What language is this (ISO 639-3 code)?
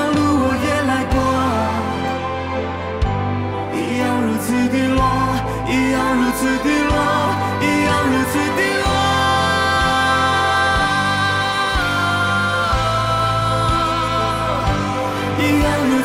zho